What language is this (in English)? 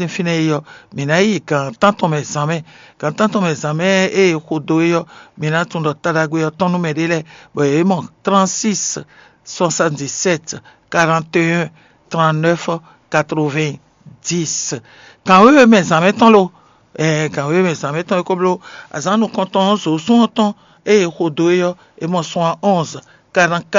Fon